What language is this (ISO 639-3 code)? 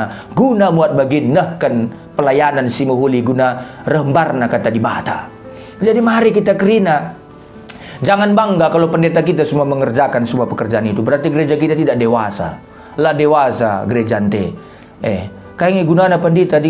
btx